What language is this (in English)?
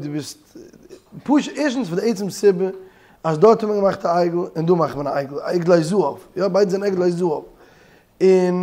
Yiddish